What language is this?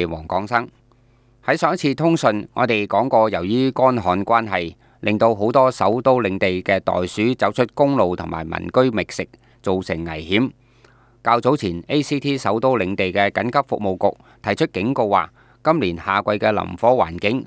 Cantonese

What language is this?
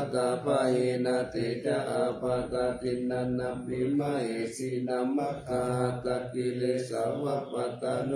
Pali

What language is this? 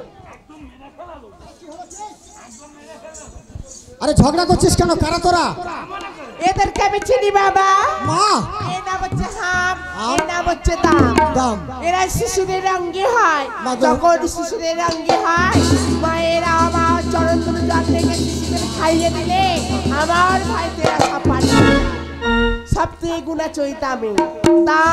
Bangla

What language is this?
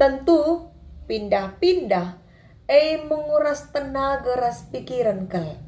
Batak Karo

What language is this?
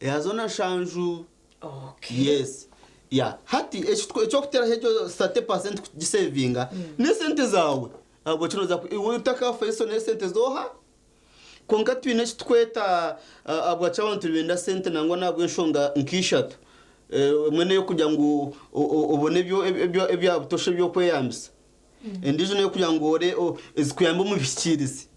Nyankole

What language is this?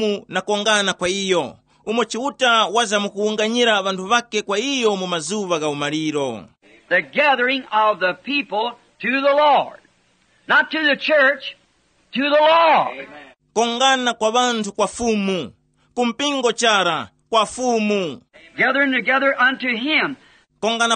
Tumbuka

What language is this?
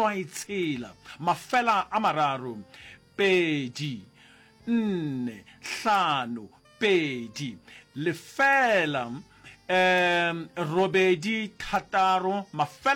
Northern Sotho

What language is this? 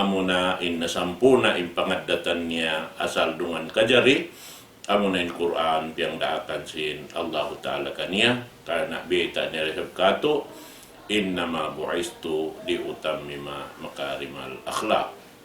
Tausug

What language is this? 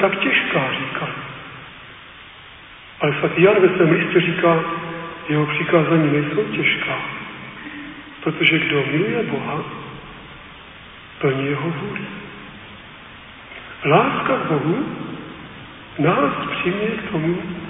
Czech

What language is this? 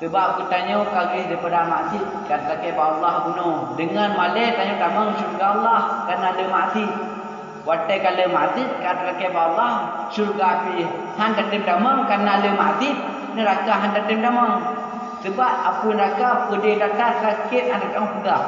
Achinese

